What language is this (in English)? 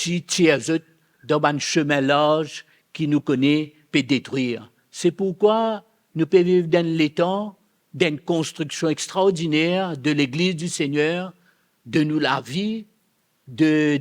Morisyen